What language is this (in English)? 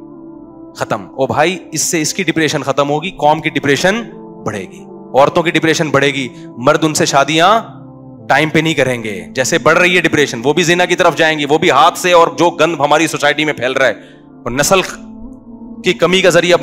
Urdu